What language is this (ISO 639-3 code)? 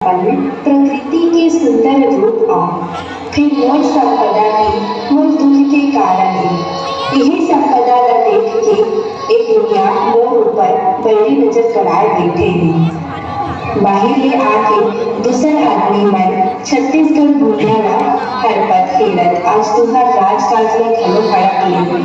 hne